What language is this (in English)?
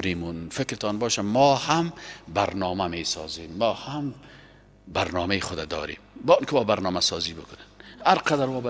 Persian